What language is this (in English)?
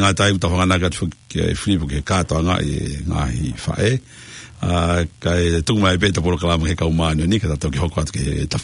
Tongan